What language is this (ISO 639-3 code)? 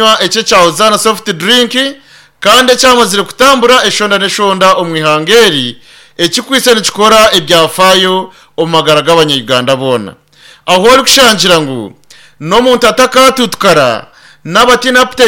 nyn